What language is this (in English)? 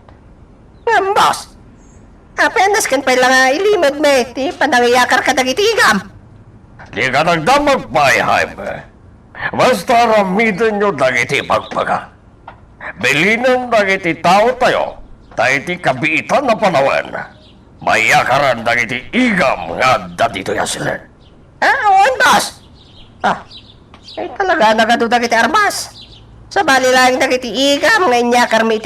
Iloko